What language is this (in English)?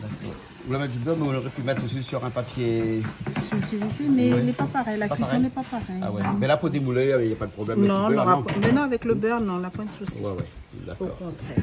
Réunion Creole French